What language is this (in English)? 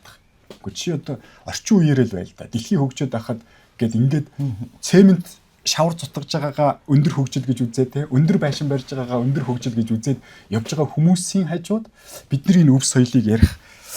Mongolian